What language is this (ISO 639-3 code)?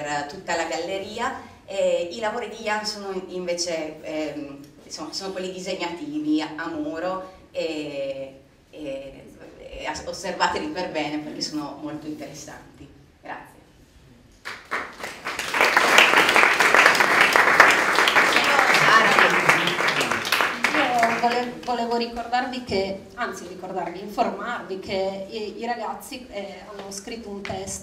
ita